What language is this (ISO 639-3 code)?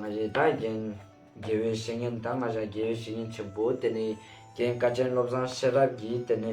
lbj